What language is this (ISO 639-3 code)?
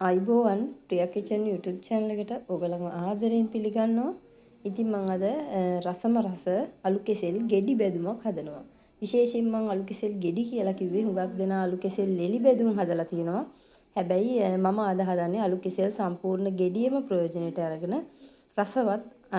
sin